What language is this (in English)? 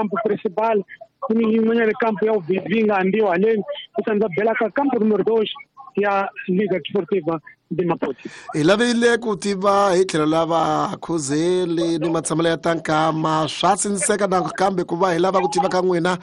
Tsonga